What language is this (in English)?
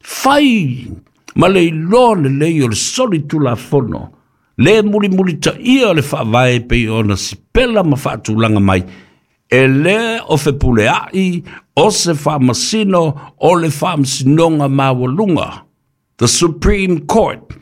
Samoan